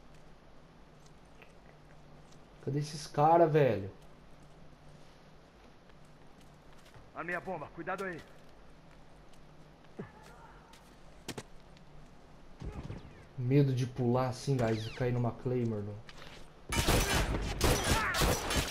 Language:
Portuguese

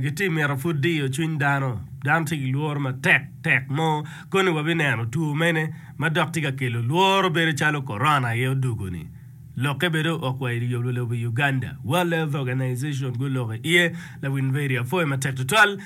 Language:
Acoli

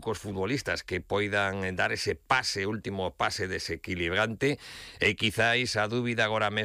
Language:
Galician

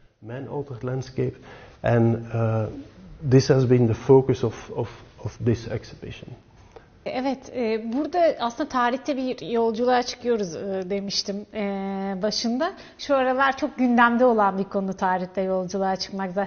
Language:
Turkish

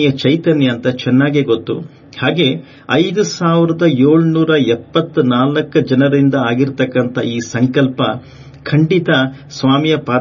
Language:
Kannada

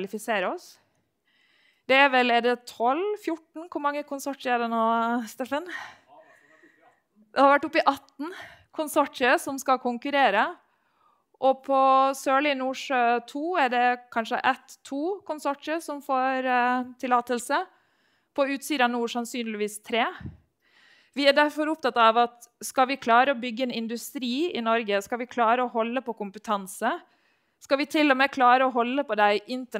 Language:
Norwegian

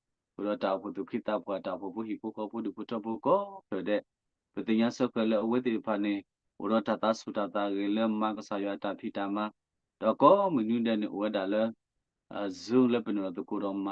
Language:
S'gaw Karen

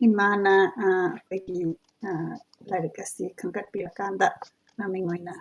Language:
Manipuri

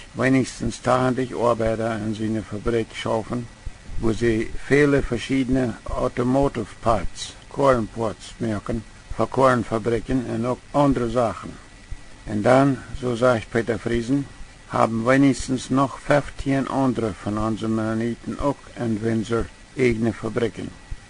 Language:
Plautdietsch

